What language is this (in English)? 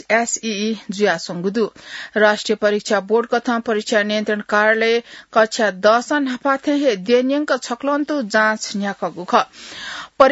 Newari